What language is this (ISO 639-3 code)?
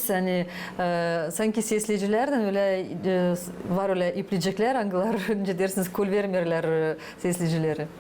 gag